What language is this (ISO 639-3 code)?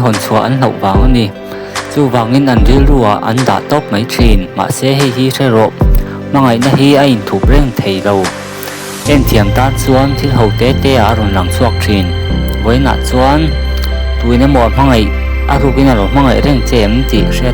lus